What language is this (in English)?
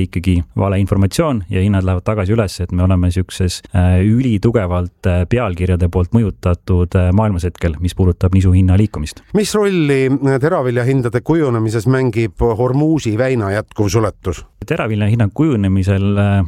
Estonian